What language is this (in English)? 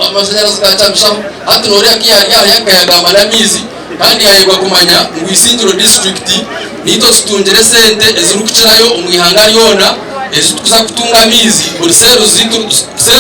Nyankole